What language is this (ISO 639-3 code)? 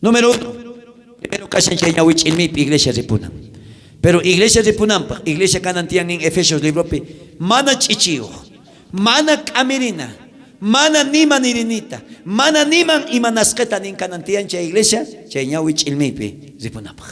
quh